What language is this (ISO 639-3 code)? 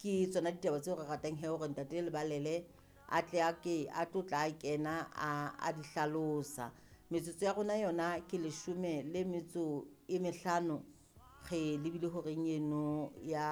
sot